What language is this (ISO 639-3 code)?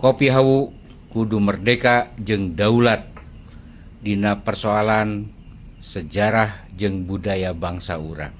sun